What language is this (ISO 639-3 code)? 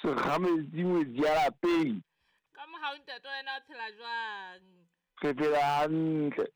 sot